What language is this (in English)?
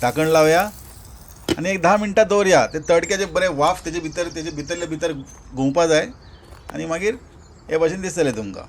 Konkani